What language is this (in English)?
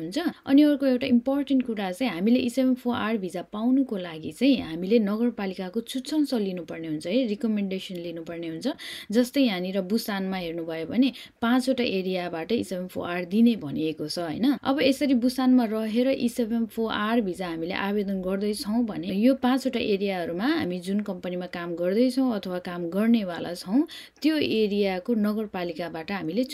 Nepali